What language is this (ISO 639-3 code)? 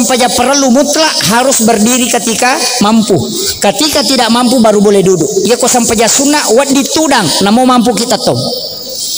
bug